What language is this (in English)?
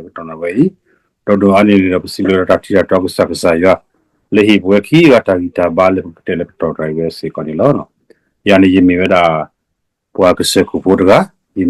S'gaw Karen